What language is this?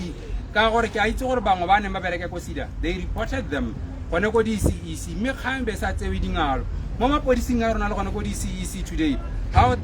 Tswana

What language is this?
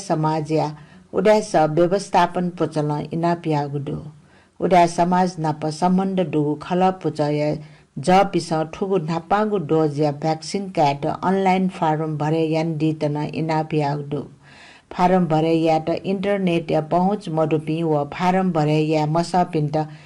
Newari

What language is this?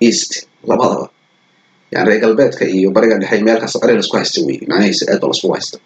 Somali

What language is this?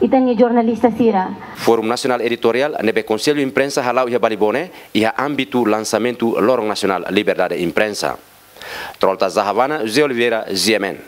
Tetum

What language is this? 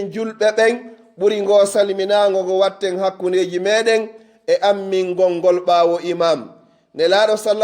Pular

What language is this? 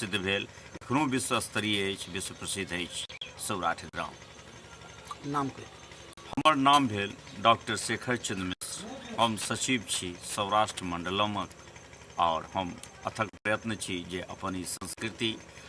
Maithili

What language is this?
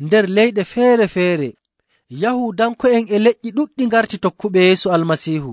Nigerian Fulfulde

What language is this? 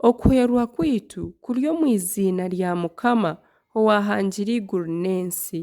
Nyankole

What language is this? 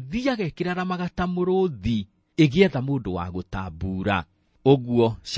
Kikuyu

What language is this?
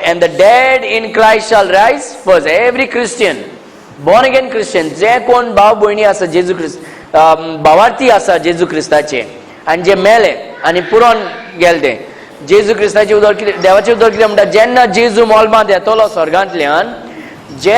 Konkani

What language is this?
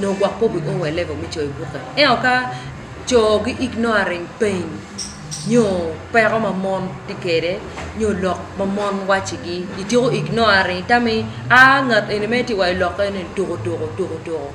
Acoli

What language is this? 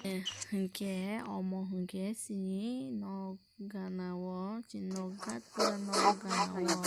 Kok Borok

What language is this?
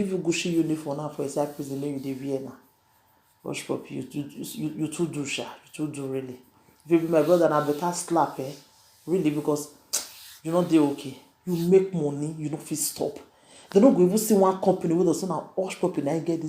Nigerian Pidgin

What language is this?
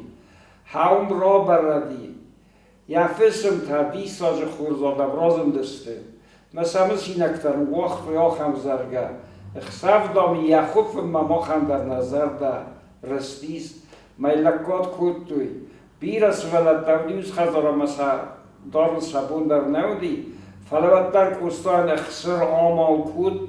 Ossetic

